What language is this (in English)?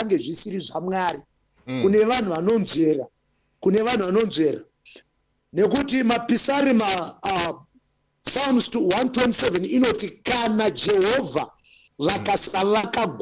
Shona